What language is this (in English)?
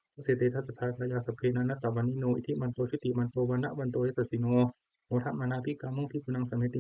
Pali